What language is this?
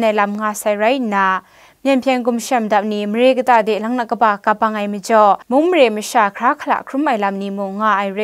Kachin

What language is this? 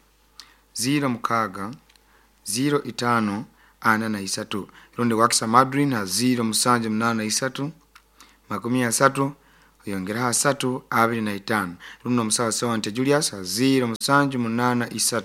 Nyoro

